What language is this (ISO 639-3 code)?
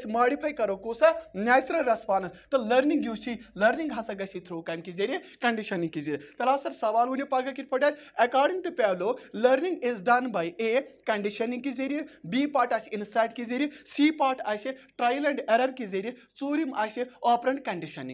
kas